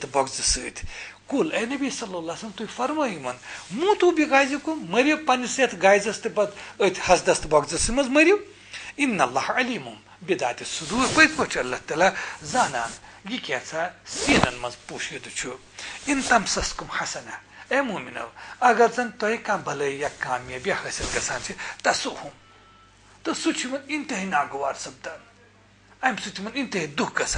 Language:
Kashmiri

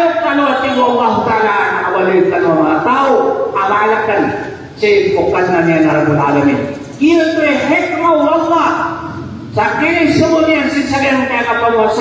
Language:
Maranao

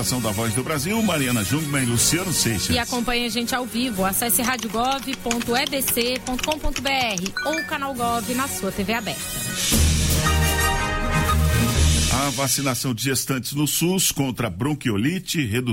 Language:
Portuguese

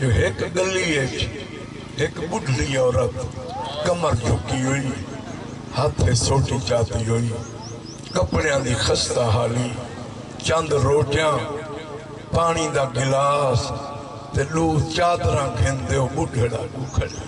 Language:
Saraiki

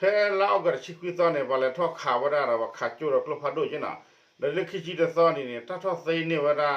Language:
S'gaw Karen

